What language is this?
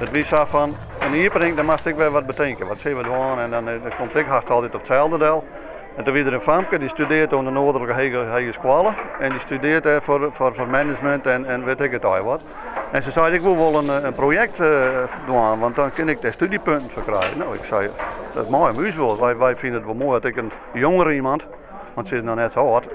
Western Frisian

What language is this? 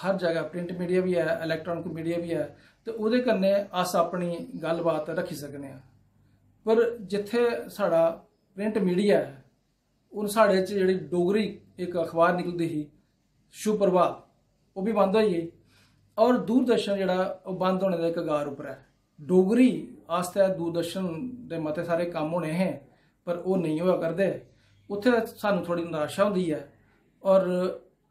Dogri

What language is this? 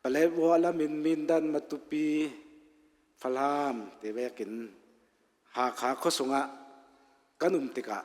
Hakha Chin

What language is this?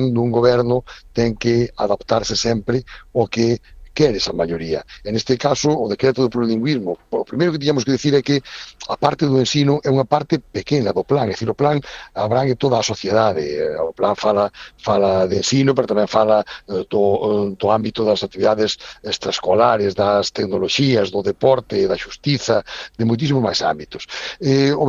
Galician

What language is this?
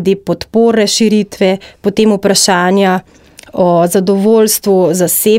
Slovenian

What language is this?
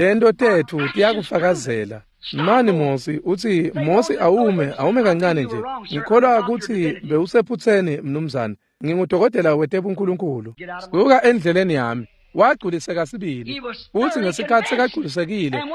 Swati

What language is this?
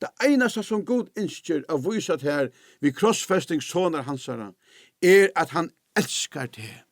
Faroese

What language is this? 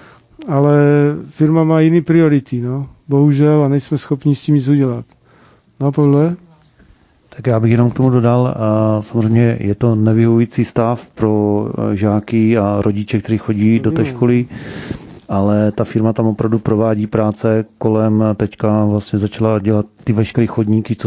Czech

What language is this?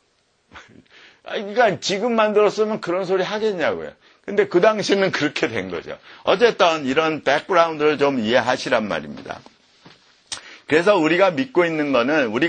Korean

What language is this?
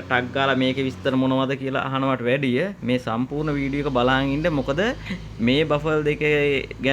Sinhala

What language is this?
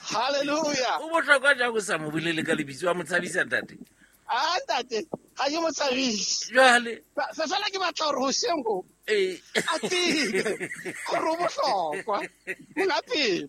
Southern Sotho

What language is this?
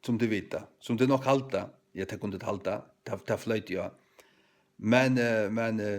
Faroese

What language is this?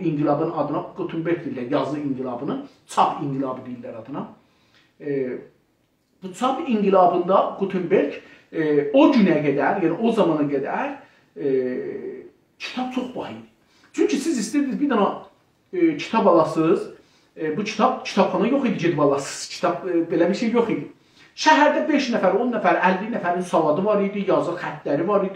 South Azerbaijani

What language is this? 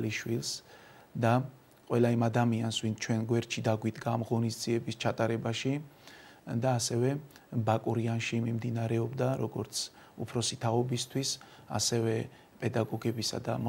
Georgian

